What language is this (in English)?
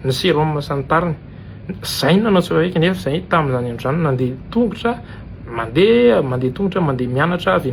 Malagasy